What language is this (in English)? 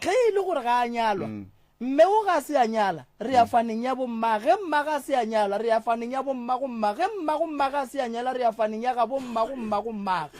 Northern Sotho